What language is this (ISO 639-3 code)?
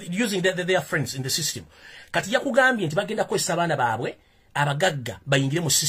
lug